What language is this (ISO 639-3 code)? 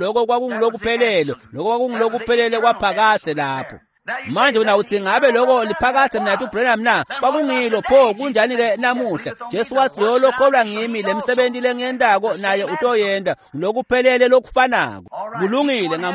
ssw